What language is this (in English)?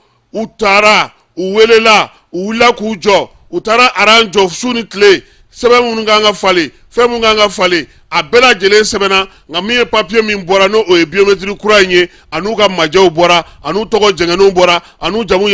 Bambara